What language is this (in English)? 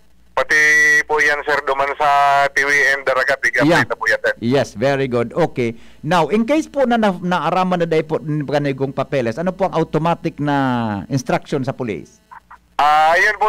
Bikol